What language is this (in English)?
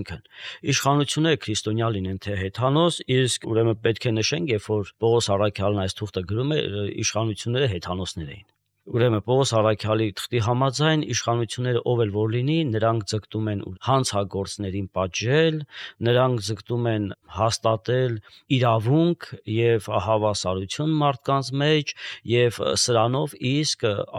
Armenian